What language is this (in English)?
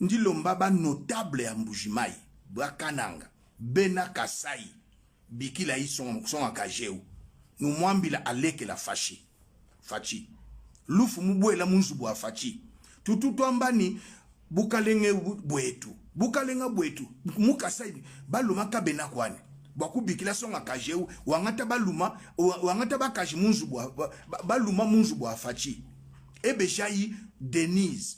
Lingala